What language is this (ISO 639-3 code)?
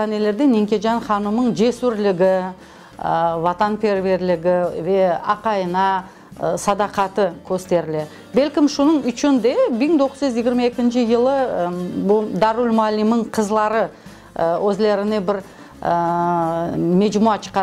crh